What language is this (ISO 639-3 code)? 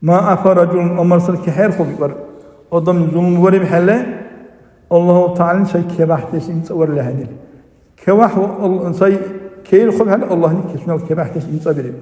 dar